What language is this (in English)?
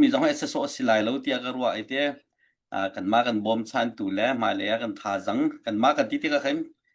Hakha Chin